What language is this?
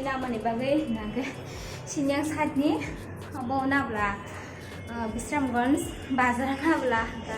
Kok Borok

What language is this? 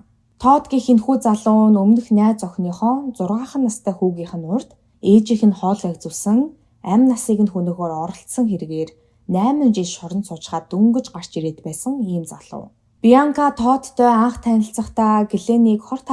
Mongolian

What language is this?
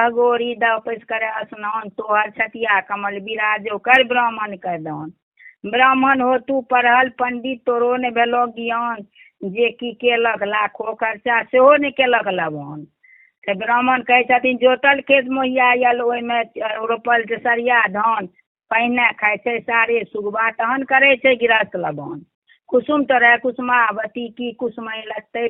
Maithili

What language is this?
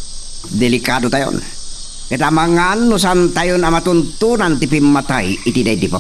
Iloko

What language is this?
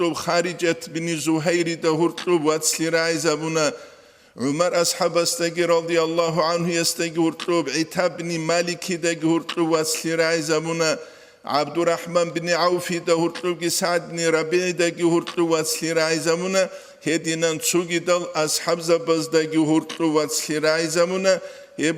Avaric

